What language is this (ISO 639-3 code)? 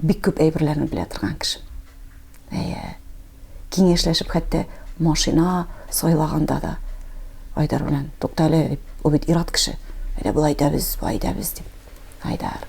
tat